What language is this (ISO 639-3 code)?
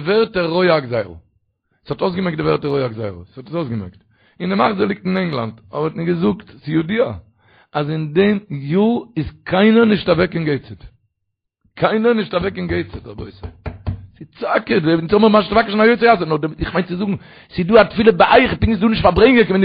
yid